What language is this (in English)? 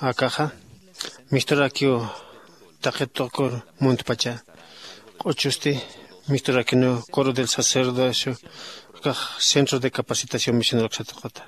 Aymara